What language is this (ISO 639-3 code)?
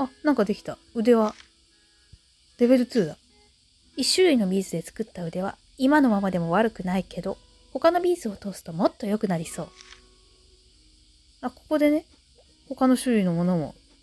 jpn